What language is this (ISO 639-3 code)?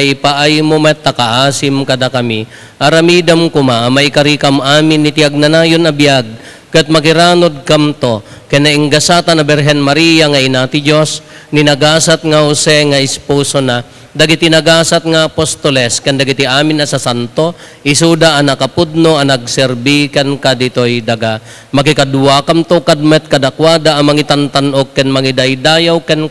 ilo